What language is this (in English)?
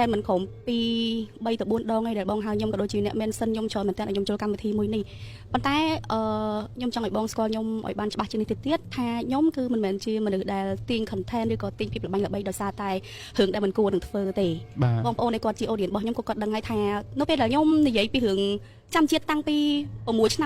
Khmer